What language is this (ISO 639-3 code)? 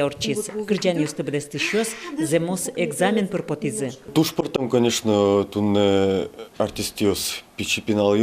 udm